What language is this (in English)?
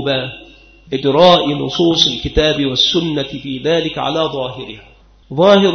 Arabic